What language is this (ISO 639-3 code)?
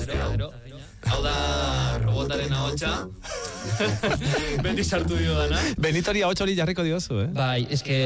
eus